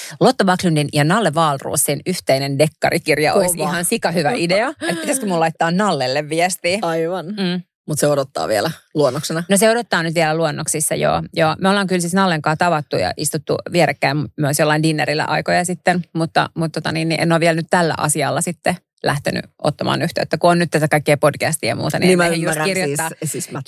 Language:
Finnish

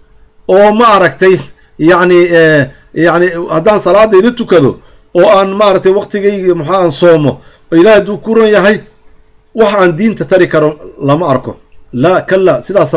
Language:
Somali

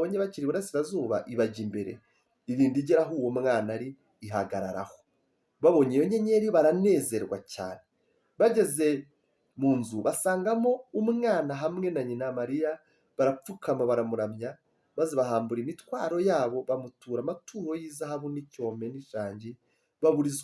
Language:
Kinyarwanda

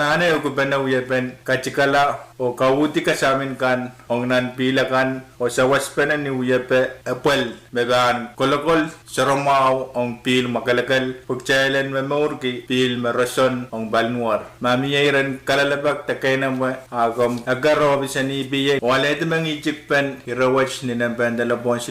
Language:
Pohnpeian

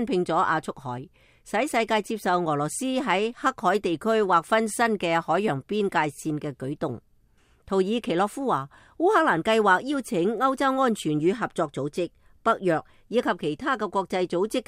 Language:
Cantonese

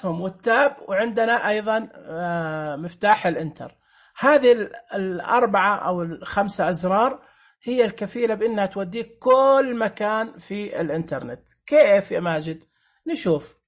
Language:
Najdi Arabic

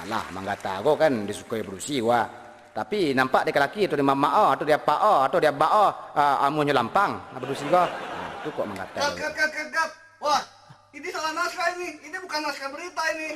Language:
Minangkabau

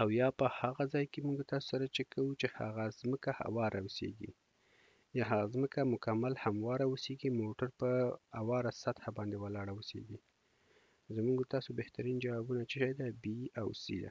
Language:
Pashto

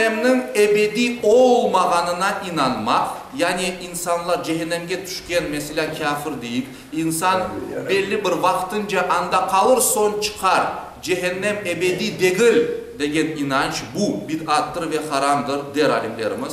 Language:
Crimean Tatar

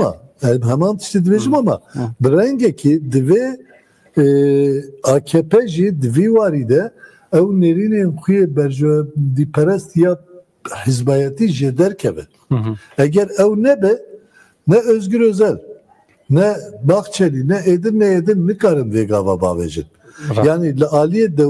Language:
Kurdish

